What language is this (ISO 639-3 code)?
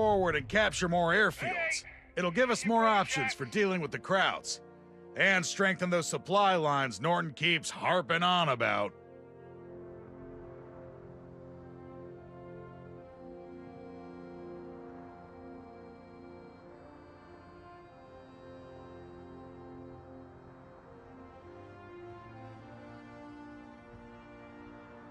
eng